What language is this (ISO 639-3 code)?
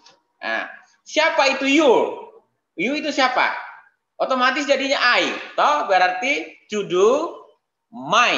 ind